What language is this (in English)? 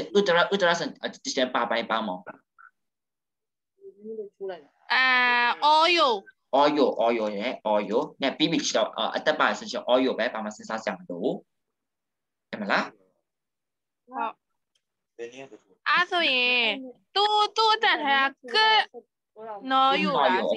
Burmese